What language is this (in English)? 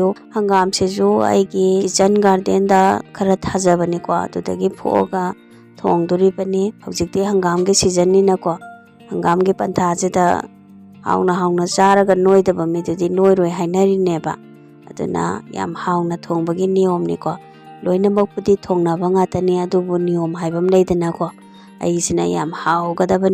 Manipuri